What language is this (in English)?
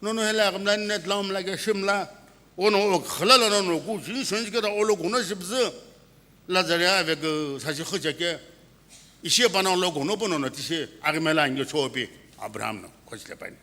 Sumi Naga